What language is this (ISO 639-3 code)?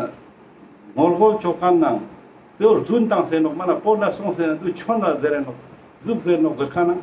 lbj